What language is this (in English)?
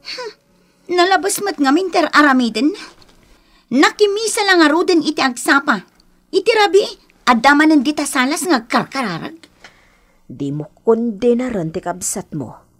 Iloko